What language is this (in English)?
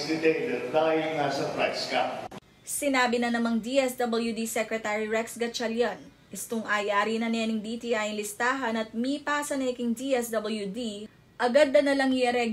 Pampanga